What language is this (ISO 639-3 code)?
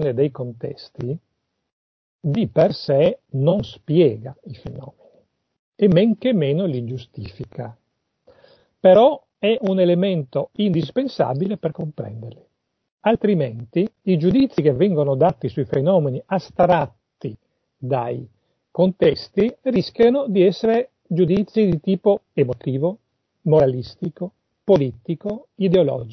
ita